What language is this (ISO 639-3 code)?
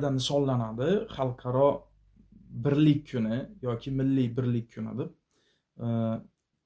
uzb